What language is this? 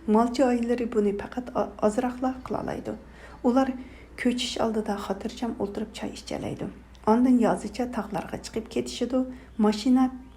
Uyghur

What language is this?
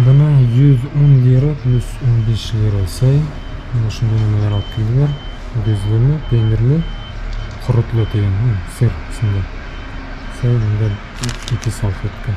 Bashkir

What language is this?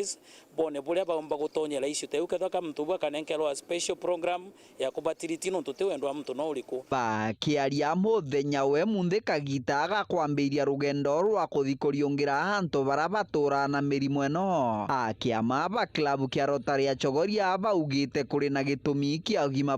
Meru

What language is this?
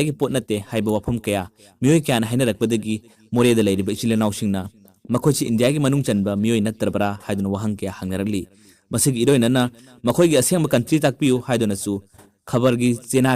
Manipuri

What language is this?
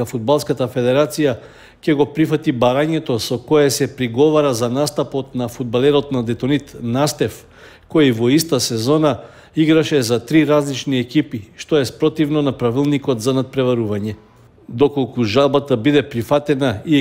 Macedonian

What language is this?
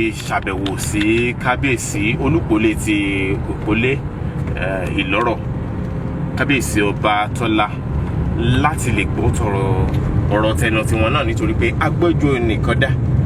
Yoruba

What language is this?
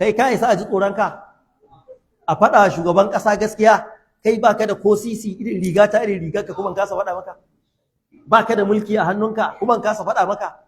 Hausa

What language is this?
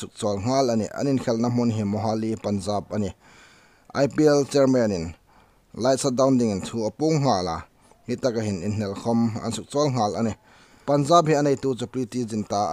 Hmar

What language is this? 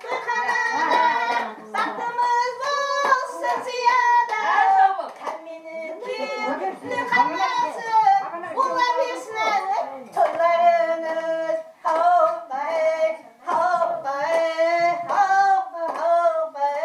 Kara-Kalpak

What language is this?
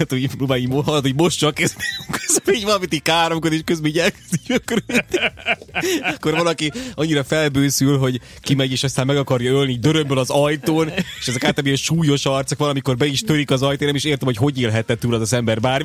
Hungarian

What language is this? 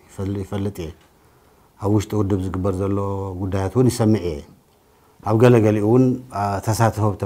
Tigrinya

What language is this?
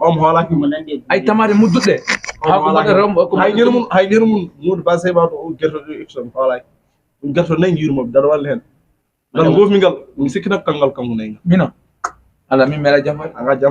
Fula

